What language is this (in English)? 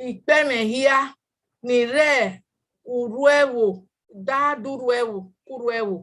Bini